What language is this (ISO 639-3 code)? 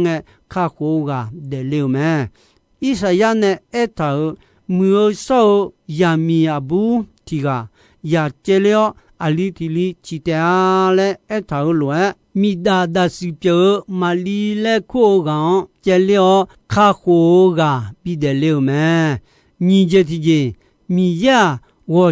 ahk